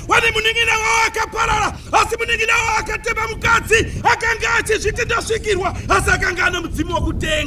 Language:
Shona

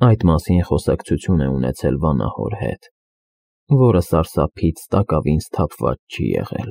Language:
Armenian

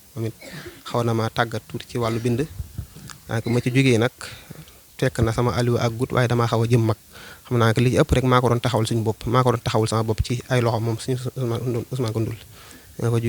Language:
Wolof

